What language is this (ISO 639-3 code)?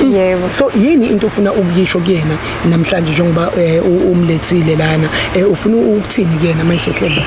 zul